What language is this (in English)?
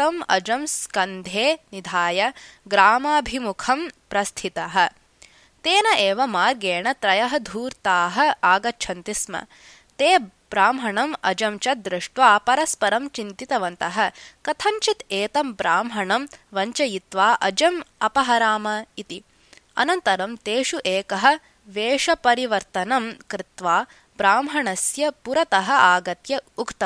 Sanskrit